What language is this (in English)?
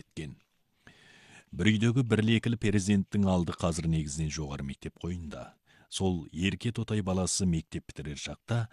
Kazakh